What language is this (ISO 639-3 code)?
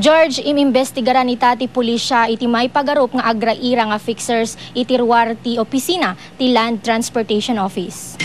ilo